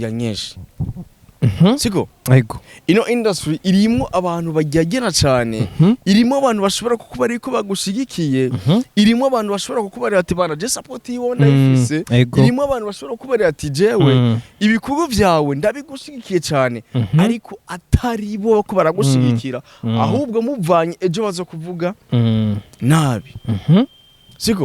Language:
Rundi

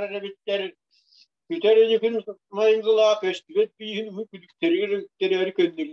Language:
Yakut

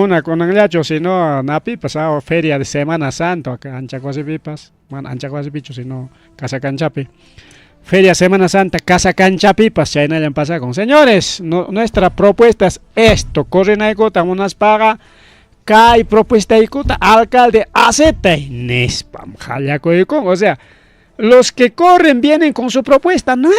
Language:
Ayacucho Quechua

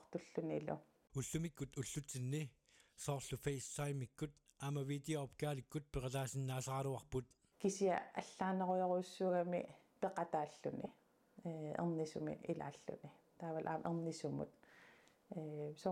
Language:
Kalaallisut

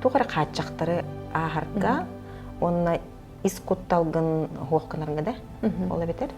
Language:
Yakut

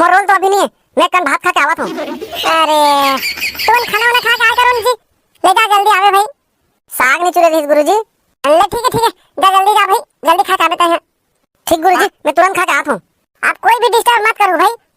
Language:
Chhattisgarhi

